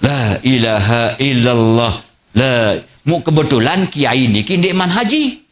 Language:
Sasak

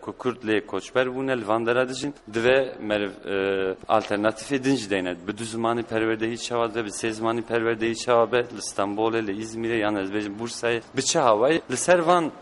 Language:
Kurdish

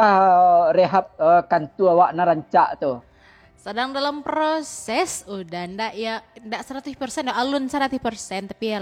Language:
Minangkabau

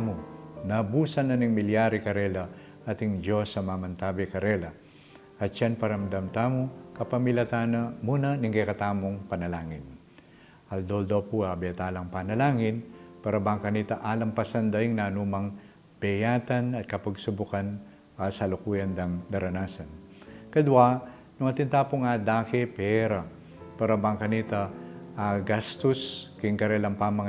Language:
Pampanga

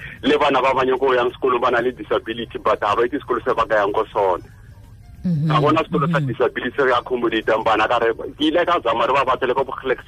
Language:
Tswana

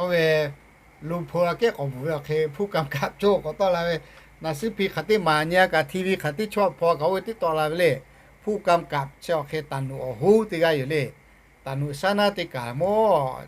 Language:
Lahu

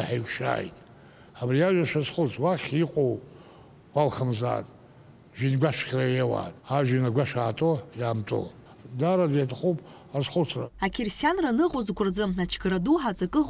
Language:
Abkhazian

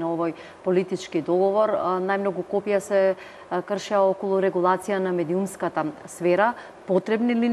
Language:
Macedonian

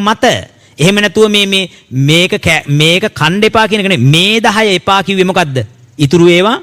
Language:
Sinhala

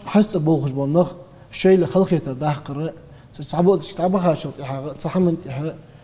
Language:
Ingush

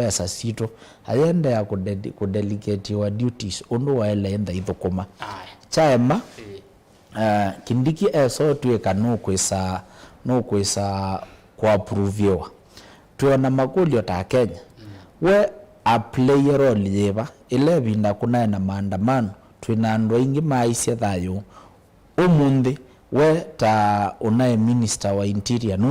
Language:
Kamba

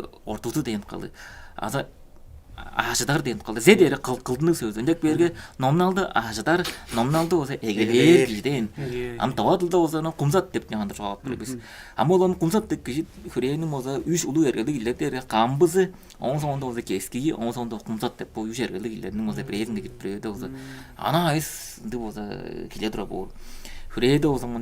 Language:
Tuvinian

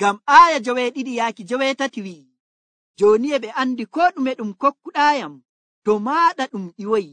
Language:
Nigerian Fulfulde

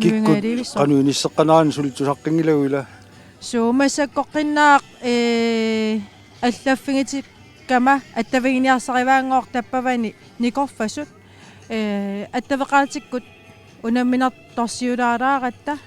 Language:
Kalaallisut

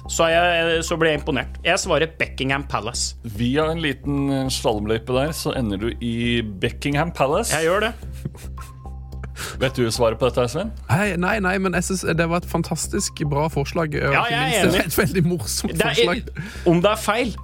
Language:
Norwegian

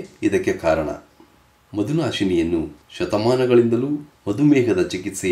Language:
Kannada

